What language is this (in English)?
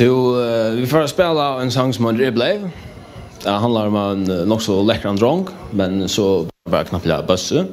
Faroese